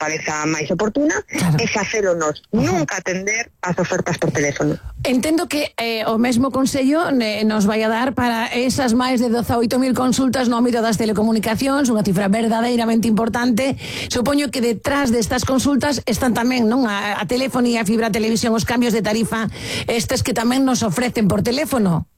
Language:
Galician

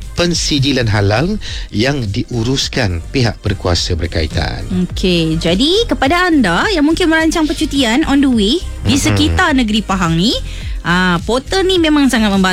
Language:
Malay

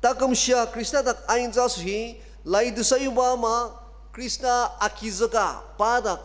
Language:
Ao Naga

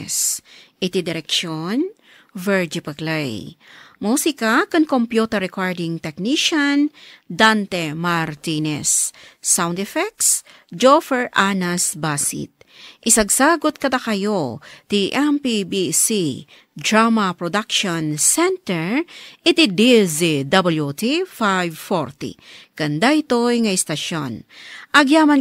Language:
Iloko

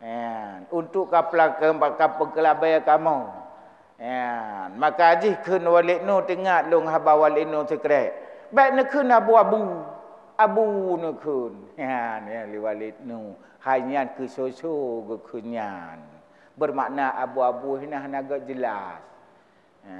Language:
Achinese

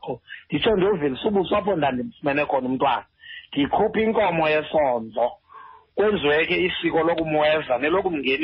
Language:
Xhosa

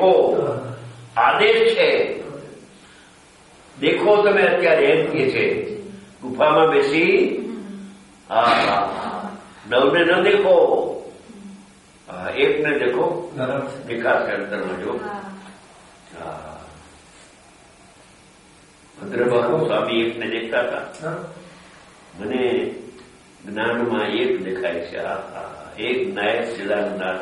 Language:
Gujarati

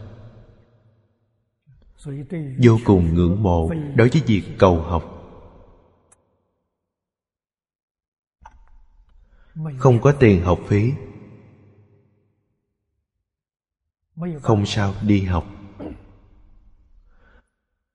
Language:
Vietnamese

